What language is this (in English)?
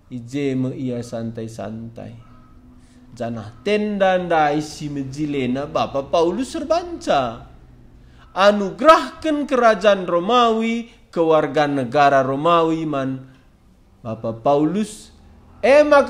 Batak Karo